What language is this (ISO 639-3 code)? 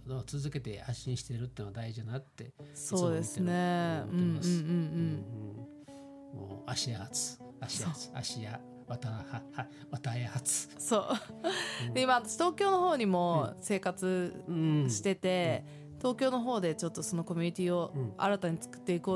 jpn